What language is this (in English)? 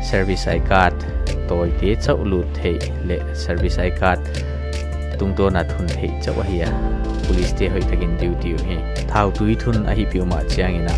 Paite Chin